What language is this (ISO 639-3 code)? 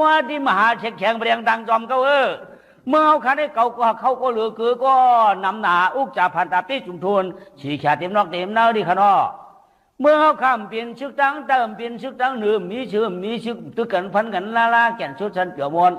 shn